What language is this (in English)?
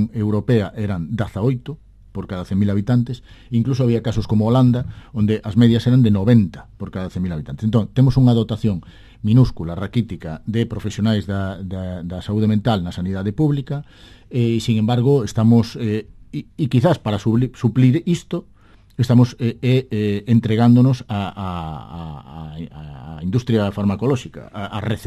Galician